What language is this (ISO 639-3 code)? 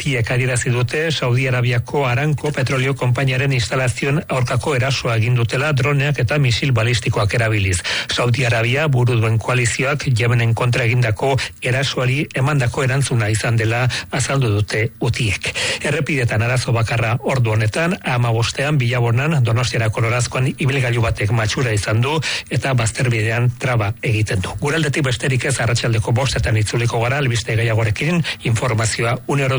eus